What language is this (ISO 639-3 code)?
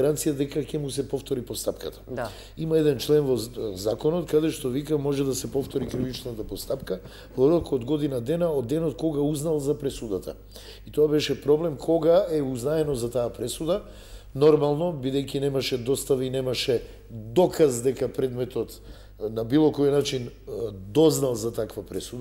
mkd